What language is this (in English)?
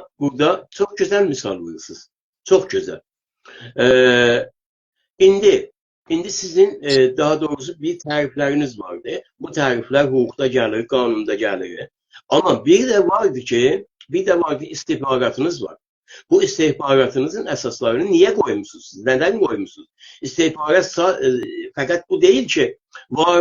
South Azerbaijani